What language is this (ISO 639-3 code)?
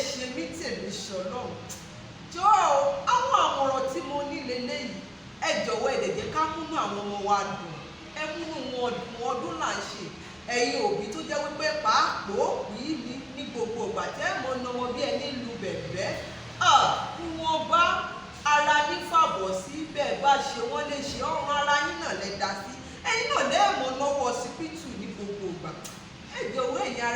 yor